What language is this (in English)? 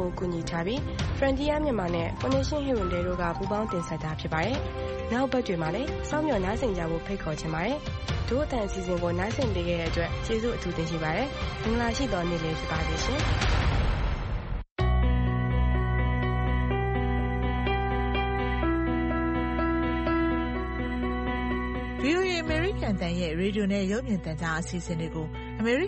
Burmese